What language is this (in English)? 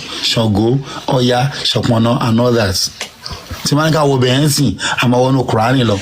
Yoruba